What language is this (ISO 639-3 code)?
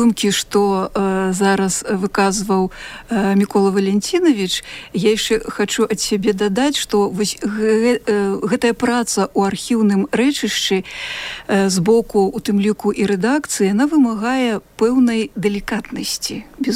bel